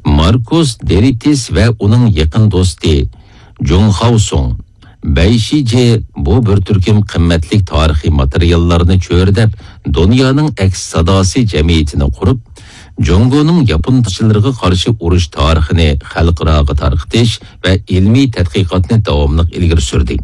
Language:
Uyghur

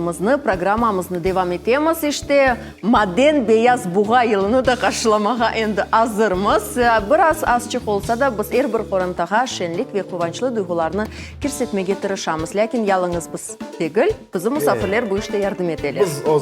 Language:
Crimean Tatar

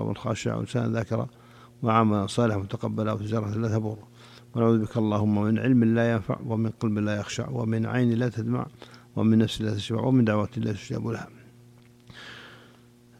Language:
Arabic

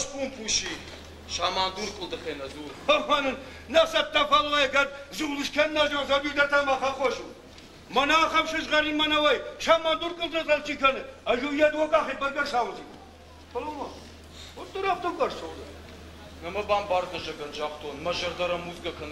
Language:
Ossetic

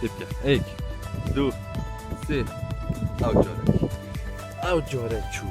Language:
Kurdish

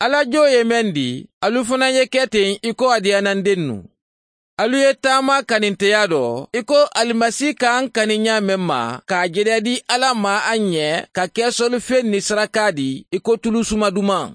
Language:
Mandingo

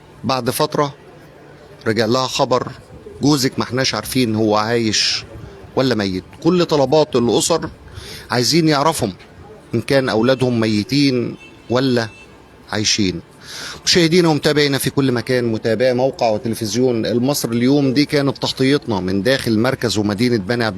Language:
Egyptian Arabic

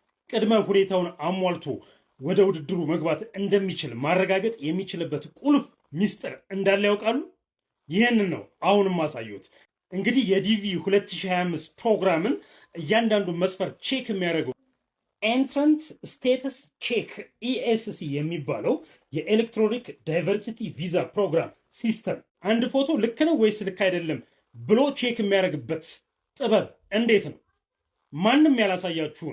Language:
Amharic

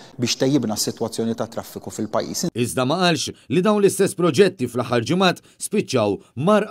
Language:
Maltese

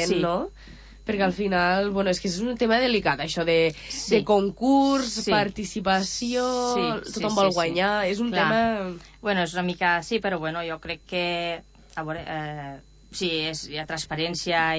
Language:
Catalan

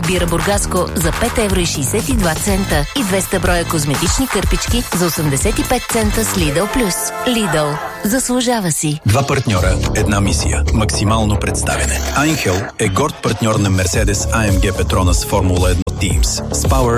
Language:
Bulgarian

